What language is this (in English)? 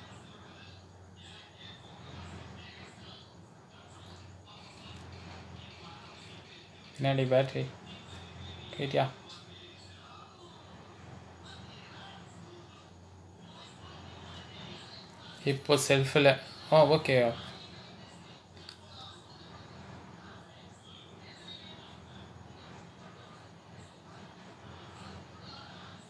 Tamil